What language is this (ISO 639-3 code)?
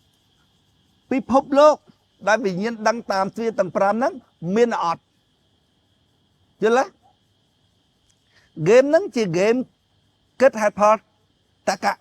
khm